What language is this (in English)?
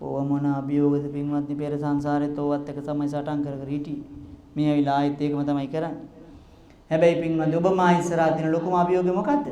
Sinhala